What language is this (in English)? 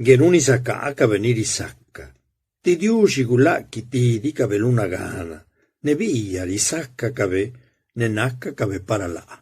Zapotec